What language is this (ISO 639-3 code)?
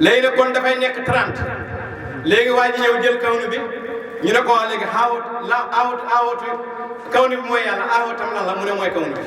wol